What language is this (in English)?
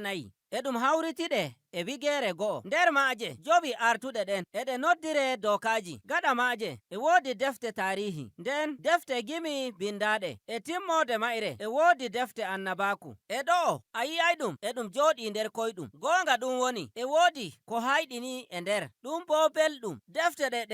Nigerian Fulfulde